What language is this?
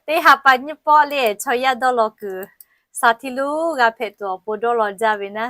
Lahu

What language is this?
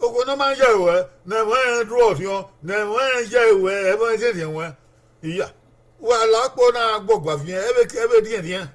Bini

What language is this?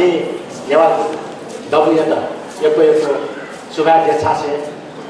Newari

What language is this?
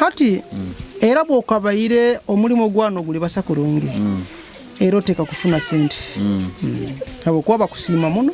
Nyoro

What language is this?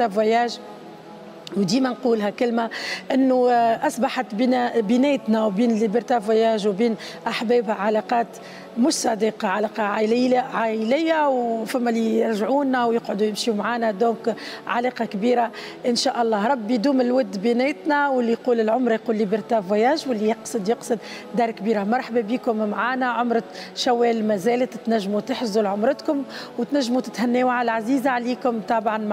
Tunisian Arabic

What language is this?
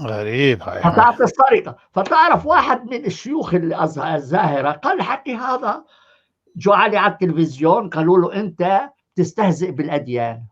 North Levantine Arabic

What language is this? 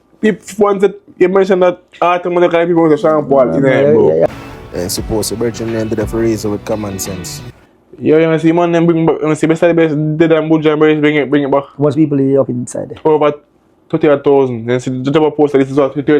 Jamaican Creole English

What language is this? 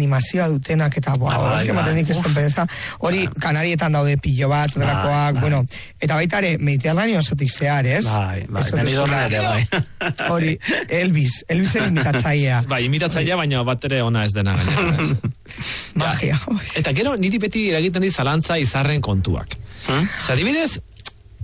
Basque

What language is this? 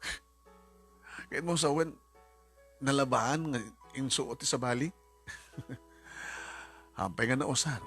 Iloko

